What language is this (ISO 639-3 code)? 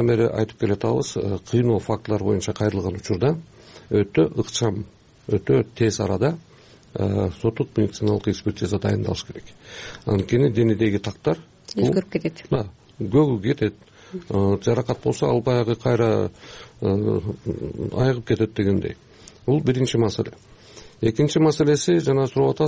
kir